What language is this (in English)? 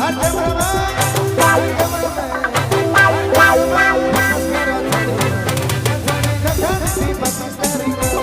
Sadri